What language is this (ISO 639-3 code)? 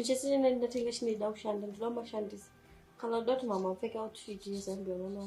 sna